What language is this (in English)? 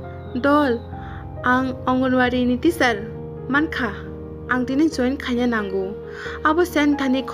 Kok Borok